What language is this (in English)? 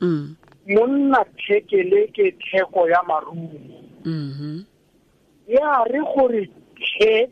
Tswana